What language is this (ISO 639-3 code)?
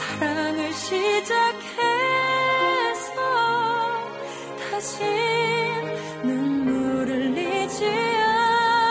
kor